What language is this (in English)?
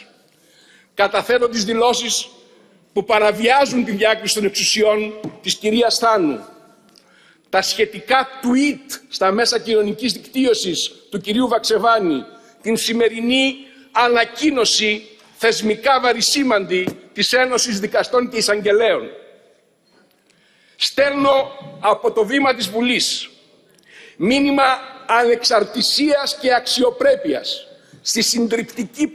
Greek